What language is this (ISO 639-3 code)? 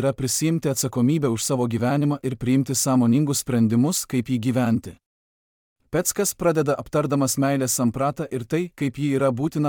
lit